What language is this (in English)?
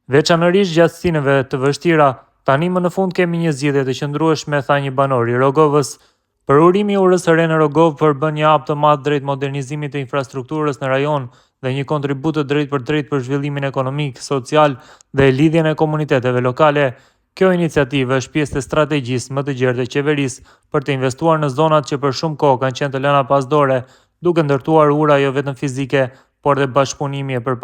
Albanian